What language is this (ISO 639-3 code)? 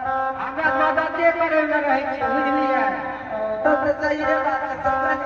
mai